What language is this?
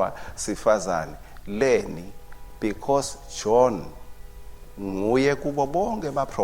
Swati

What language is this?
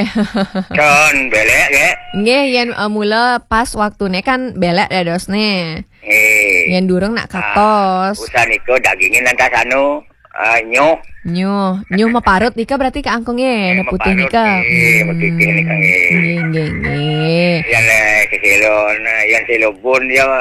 Balinese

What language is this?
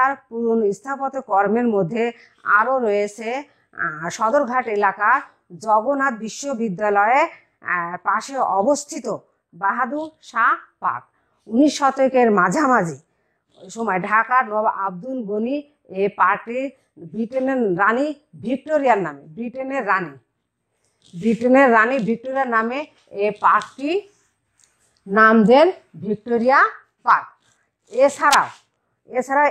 Bangla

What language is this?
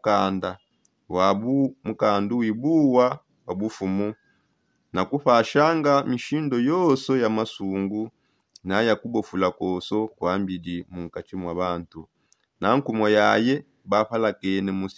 Songe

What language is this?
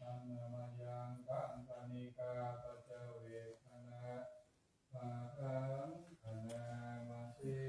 Pali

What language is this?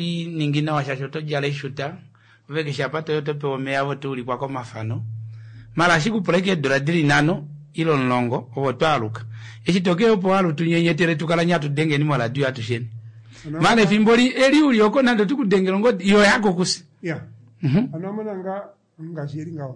Kuanyama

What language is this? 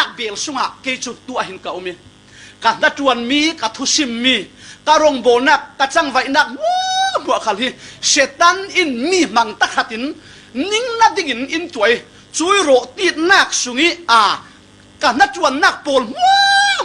Falam Chin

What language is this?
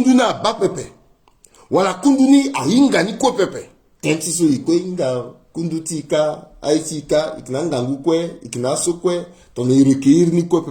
Sango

